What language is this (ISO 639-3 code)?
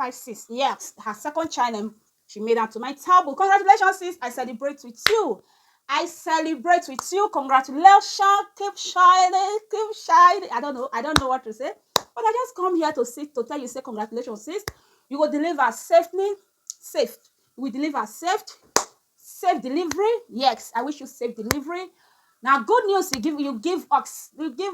pcm